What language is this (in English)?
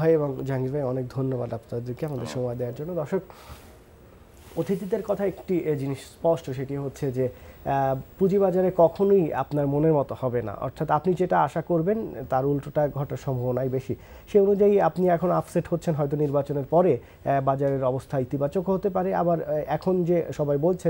Bangla